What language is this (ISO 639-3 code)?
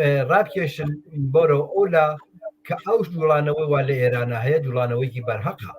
ckb